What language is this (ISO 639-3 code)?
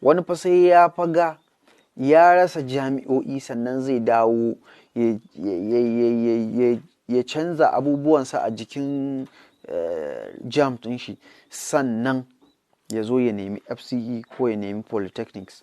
hau